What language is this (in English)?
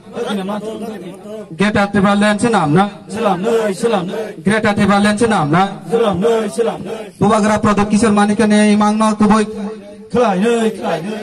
Kok Borok